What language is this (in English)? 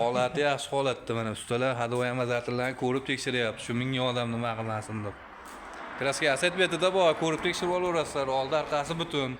Uzbek